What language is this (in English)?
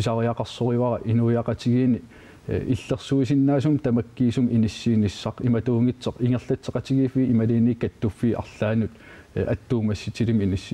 Kalaallisut